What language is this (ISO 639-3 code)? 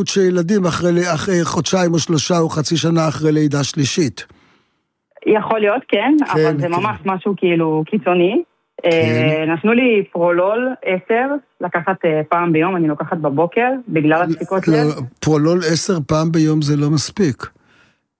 heb